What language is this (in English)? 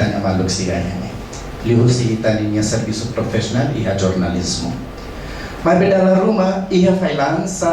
Tetum